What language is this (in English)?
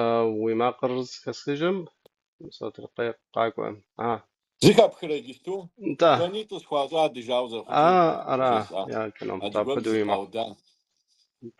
Kabardian